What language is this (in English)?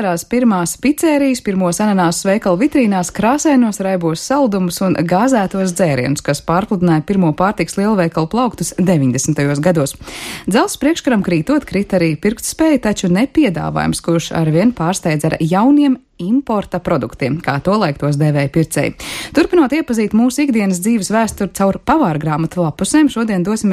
Latvian